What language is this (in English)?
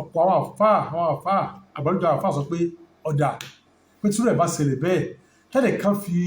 Yoruba